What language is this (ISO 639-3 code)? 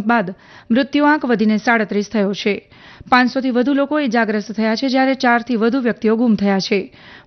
guj